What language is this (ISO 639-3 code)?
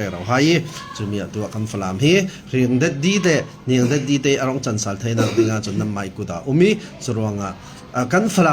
cfm